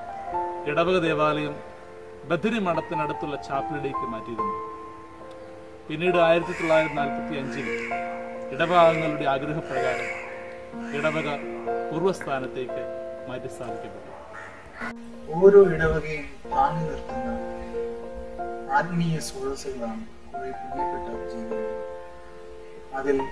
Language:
Malayalam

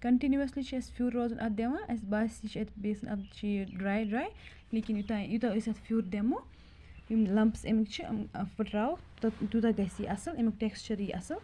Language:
Kashmiri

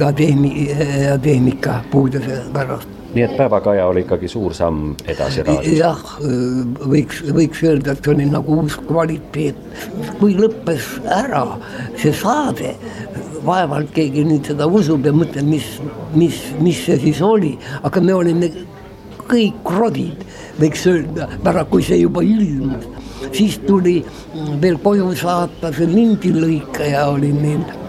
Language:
Estonian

